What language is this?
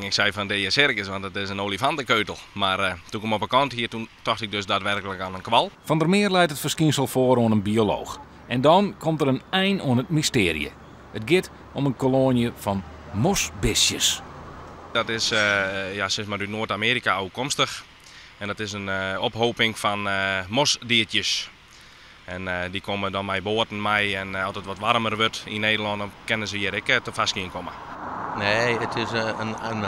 Western Frisian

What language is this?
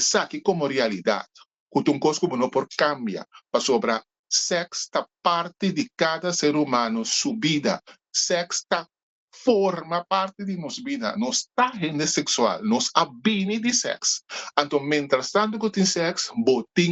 Papiamento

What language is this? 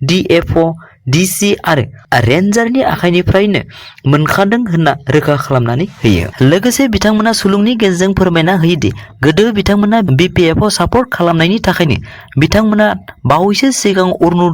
Bodo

